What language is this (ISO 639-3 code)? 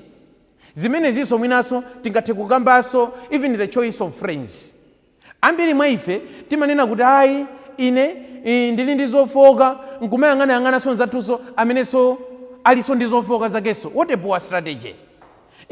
nya